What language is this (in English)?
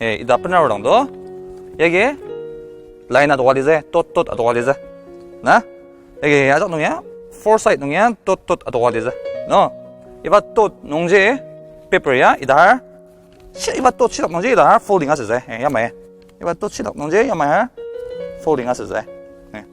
Ao Naga